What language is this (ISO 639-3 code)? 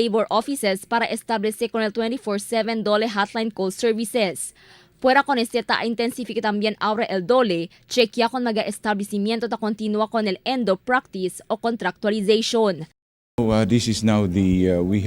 cbk